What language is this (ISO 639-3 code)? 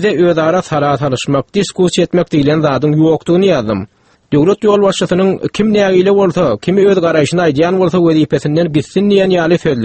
tuk